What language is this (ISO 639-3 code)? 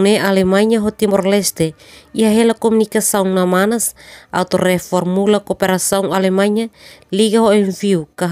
tet